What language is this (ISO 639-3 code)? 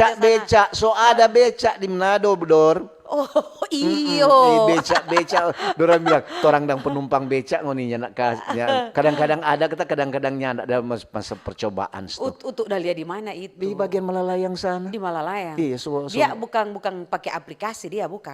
xmm